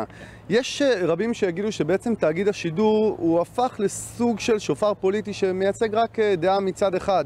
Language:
Hebrew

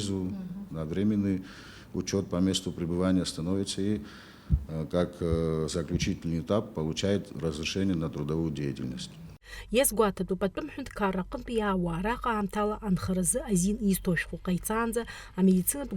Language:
Abkhazian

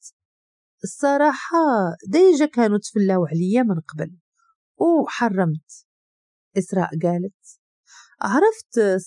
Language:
Moroccan Arabic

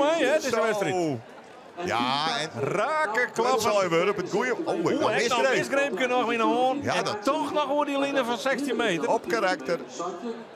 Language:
Western Frisian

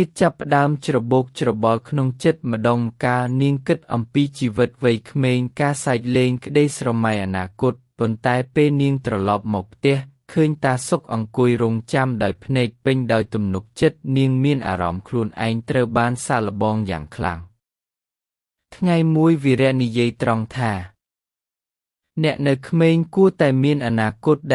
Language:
Khmer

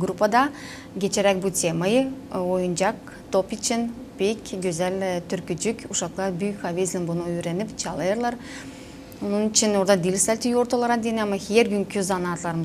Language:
Gagauz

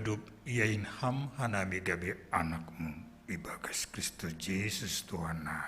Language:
Batak Simalungun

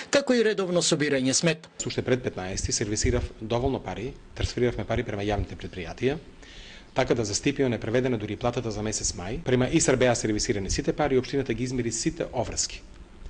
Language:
Macedonian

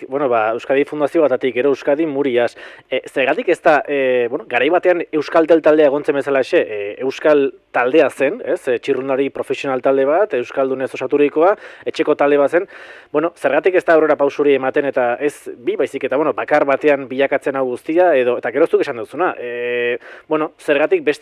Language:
Basque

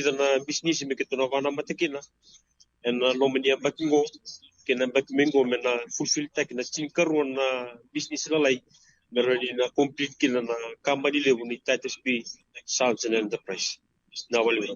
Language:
Fijian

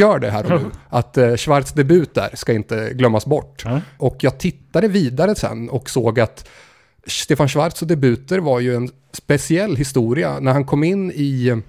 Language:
Swedish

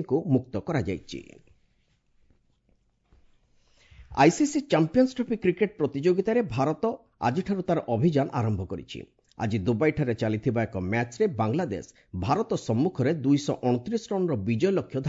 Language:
Odia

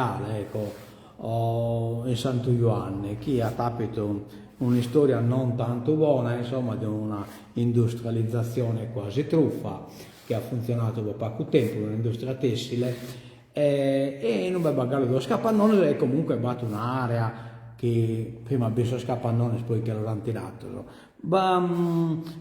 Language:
Sardinian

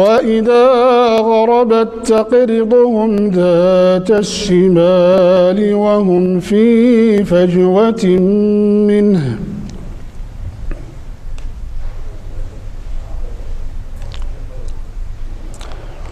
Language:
Arabic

